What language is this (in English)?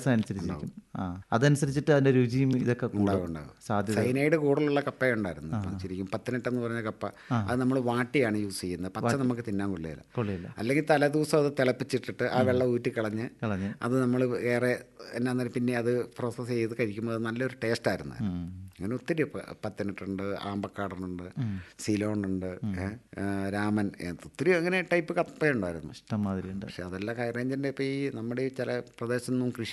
Malayalam